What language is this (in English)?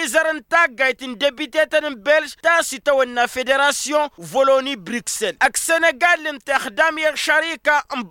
Tamasheq